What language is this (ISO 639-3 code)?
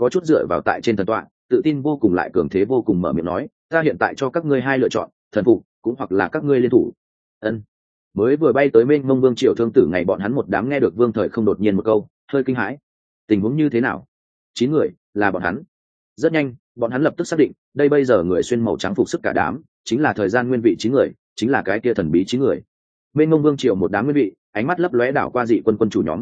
vie